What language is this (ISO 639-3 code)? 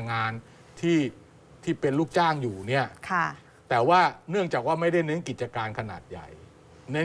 tha